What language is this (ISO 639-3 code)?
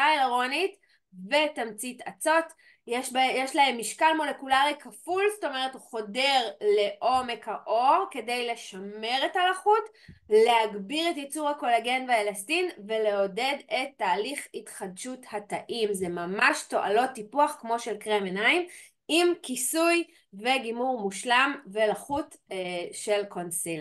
heb